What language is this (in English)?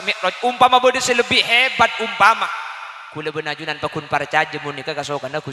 Madurese